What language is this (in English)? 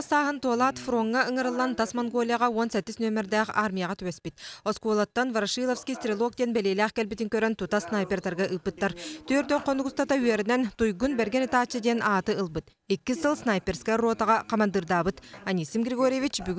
Yakut